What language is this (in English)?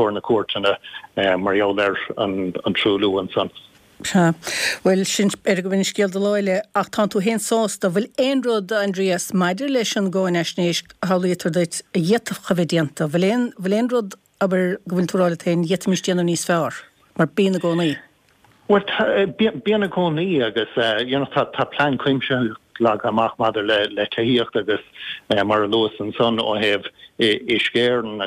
Irish